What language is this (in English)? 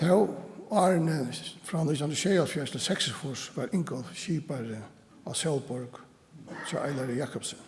Faroese